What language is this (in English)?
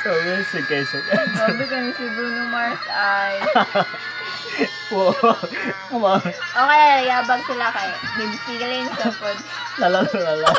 Cebuano